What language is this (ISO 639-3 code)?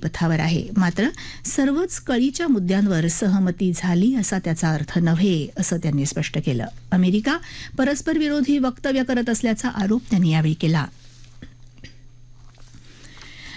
mar